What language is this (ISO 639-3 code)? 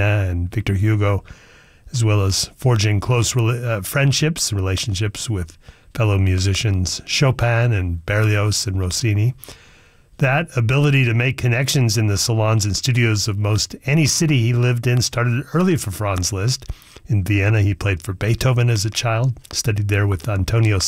eng